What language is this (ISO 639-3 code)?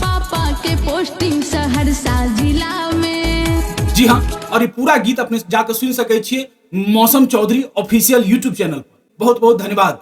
mai